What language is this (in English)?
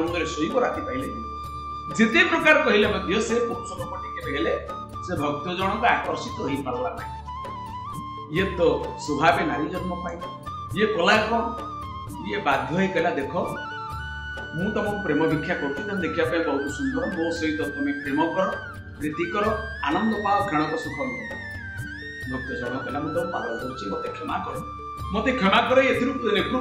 Odia